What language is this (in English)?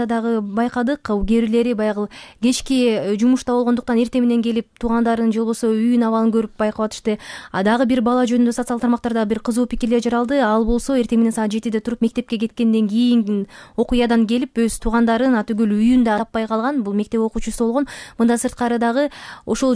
Kyrgyz